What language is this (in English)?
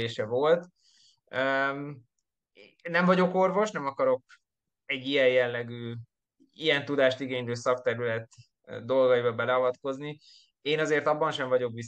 Hungarian